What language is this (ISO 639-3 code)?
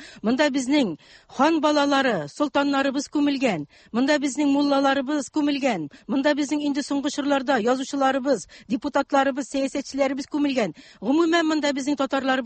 tat